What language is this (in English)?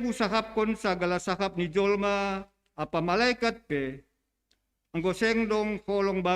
Batak Simalungun